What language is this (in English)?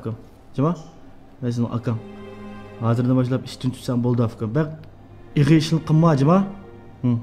Uyghur